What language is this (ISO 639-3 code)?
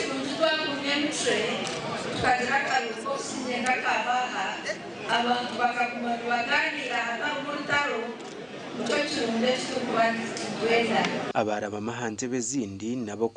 nyn